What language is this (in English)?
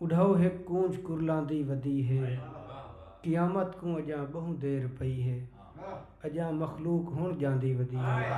Saraiki